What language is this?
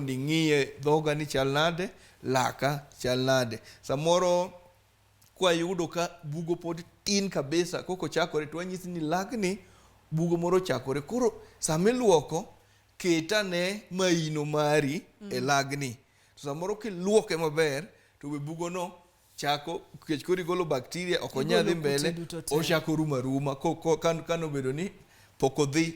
Luo (Kenya and Tanzania)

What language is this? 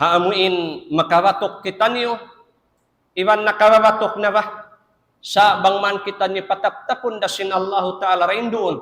Tausug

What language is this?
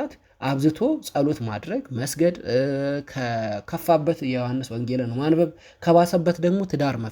Amharic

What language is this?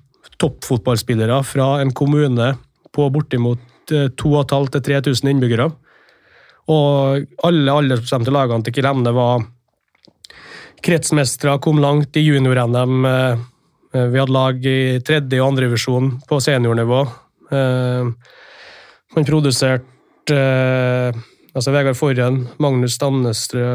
Norwegian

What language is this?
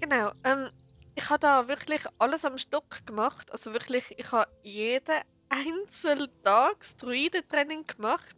Swiss German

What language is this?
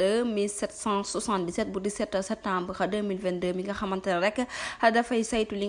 Wolof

